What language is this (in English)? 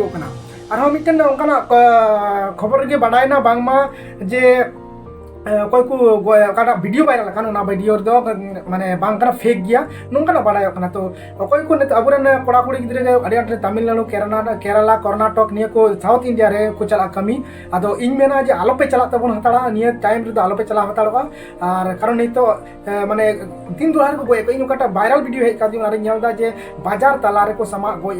Santali